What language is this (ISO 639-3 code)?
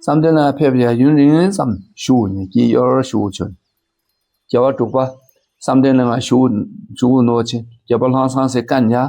dka